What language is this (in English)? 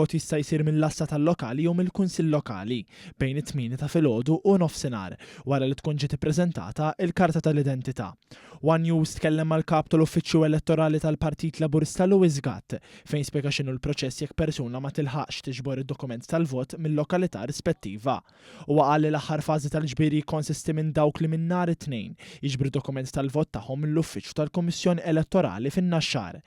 Maltese